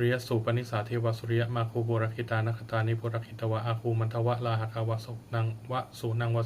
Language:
Pali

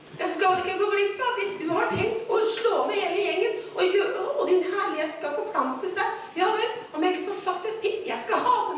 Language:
Norwegian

